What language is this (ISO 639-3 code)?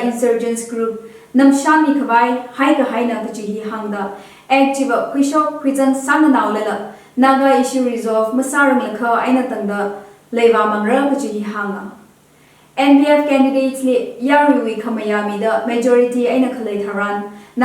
nmf